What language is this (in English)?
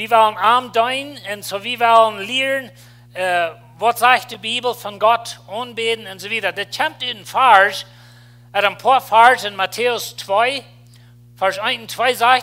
Plautdietsch